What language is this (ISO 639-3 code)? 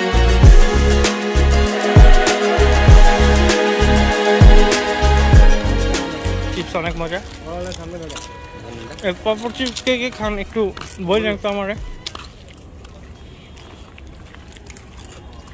ben